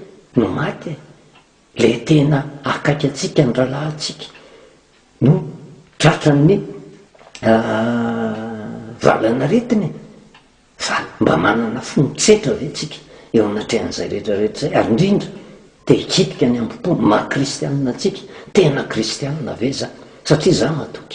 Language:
Malagasy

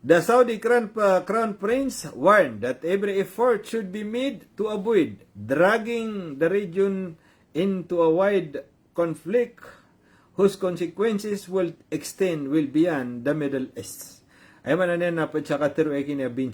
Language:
Maranao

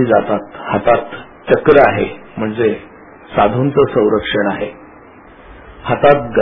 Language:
Marathi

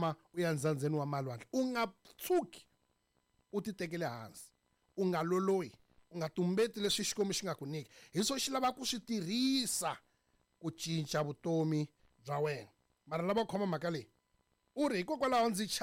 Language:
Tsonga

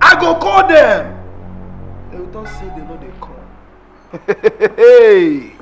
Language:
Nigerian Pidgin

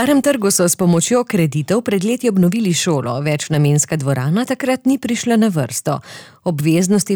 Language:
Slovenian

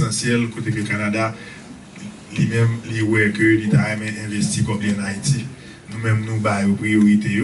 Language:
Haitian Creole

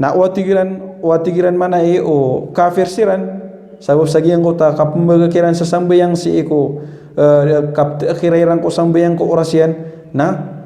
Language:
Maranao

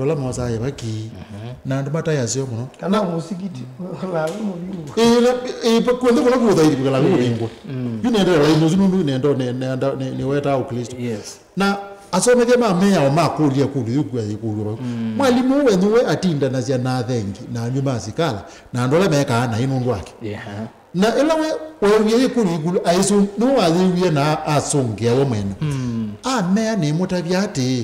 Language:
Kamba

